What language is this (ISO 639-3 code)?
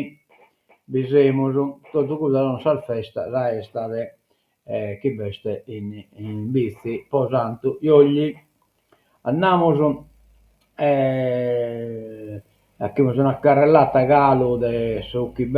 srd